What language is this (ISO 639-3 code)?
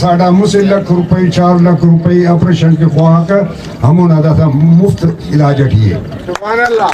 brh